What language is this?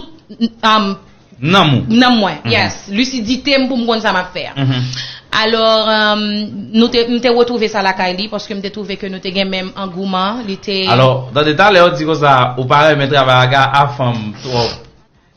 Haitian Creole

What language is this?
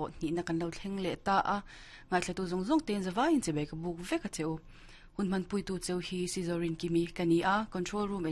Mizo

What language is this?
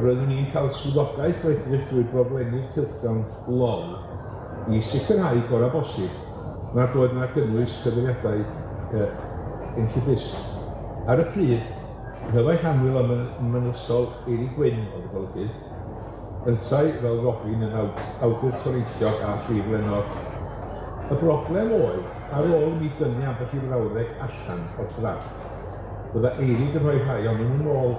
Welsh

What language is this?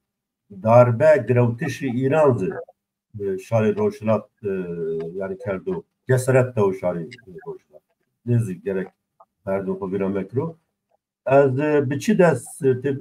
Zaza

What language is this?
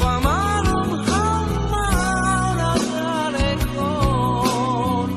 Batak Simalungun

